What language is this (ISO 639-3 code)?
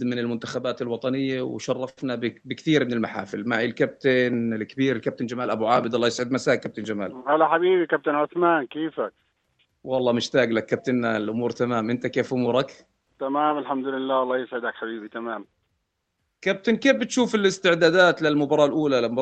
apc